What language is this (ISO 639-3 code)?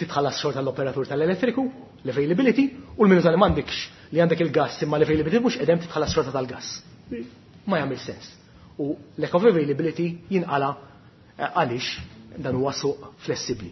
mlt